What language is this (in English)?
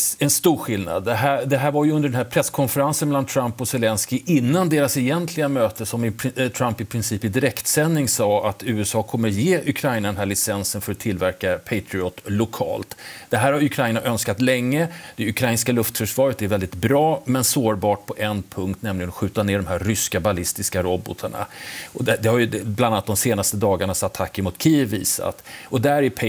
Swedish